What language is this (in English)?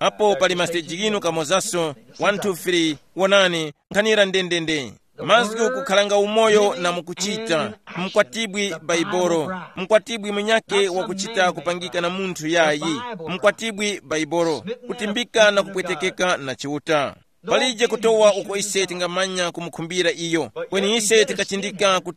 Tumbuka